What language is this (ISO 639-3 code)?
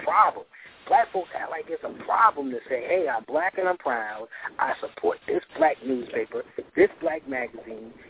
eng